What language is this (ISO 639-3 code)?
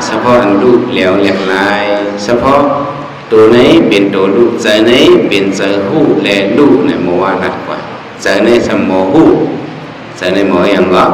shn